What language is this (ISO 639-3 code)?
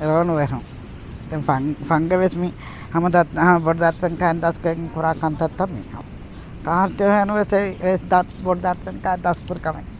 div